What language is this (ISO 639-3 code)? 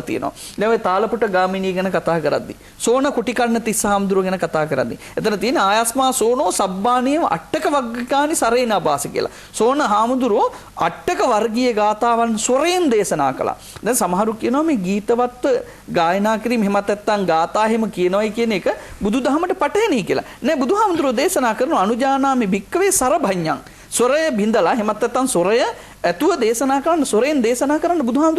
sin